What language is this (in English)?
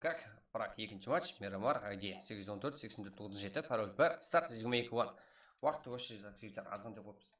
Kara-Kalpak